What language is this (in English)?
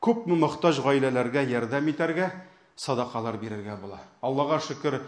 Tatar